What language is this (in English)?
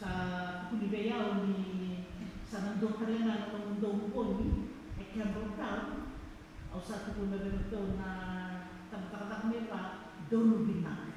Fijian